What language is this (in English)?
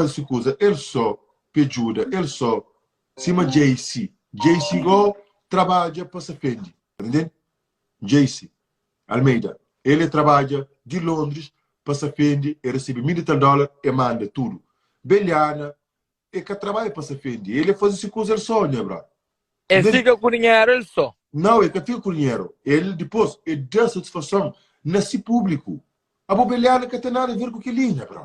Kabuverdianu